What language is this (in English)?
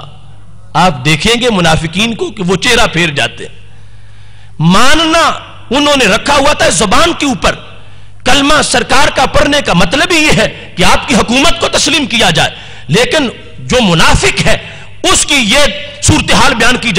Urdu